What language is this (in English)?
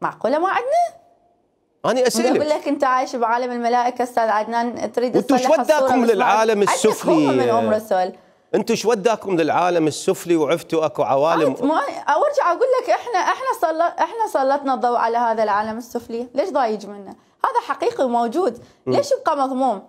Mesopotamian Arabic